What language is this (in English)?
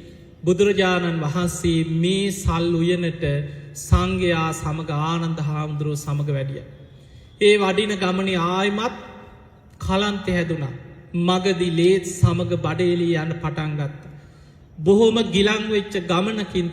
Sinhala